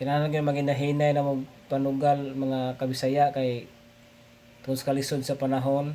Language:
Cebuano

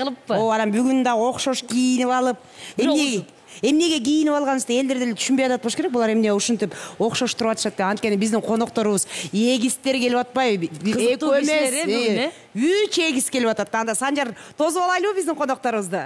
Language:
Kyrgyz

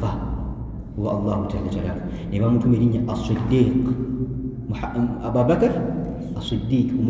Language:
Ganda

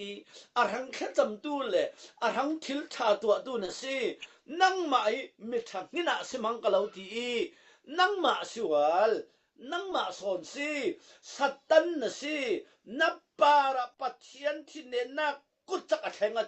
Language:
Falam Chin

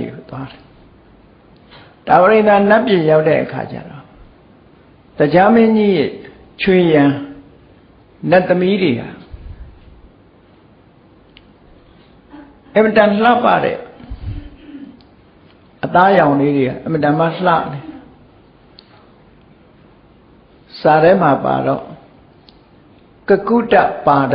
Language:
Burmese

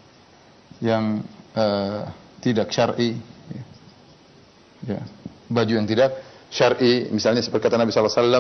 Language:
Indonesian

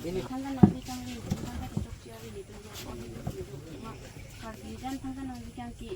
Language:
Karbi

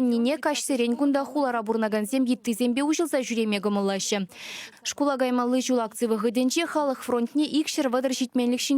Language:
Chuvash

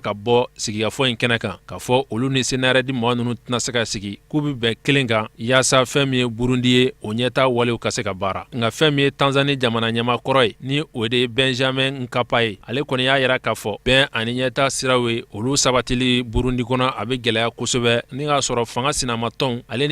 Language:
Bambara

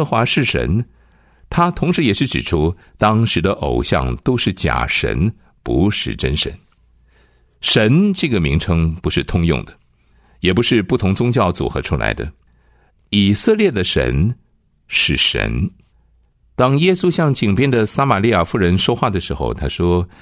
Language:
Chinese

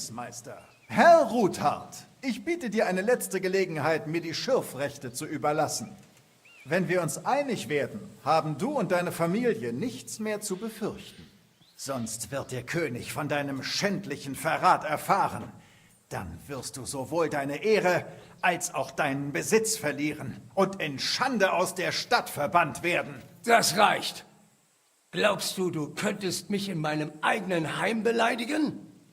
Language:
Bavarian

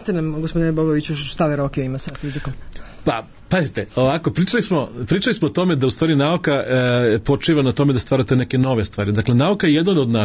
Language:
Serbian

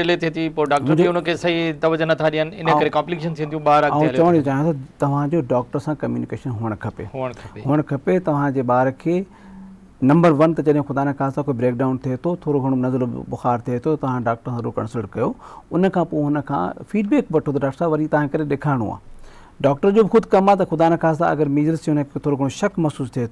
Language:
Sindhi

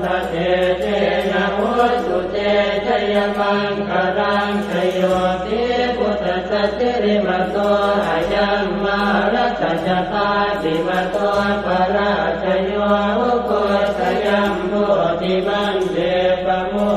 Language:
Pali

